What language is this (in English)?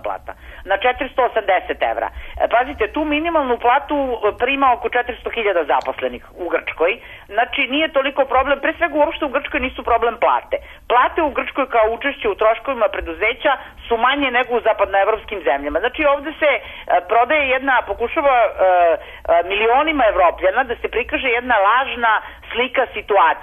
Serbian